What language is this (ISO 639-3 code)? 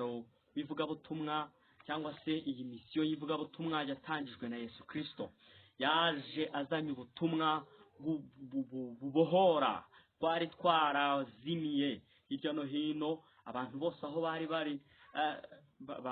kin